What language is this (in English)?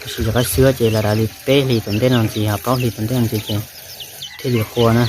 Hmong